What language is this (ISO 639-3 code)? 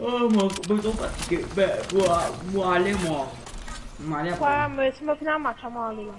mfe